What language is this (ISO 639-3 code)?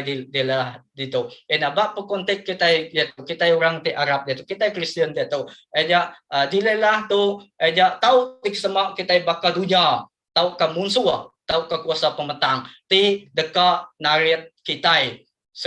iba